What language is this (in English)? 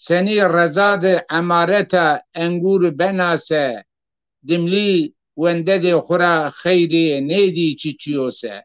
Zaza